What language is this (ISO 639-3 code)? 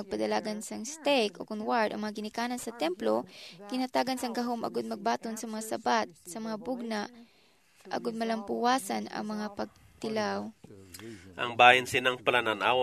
hil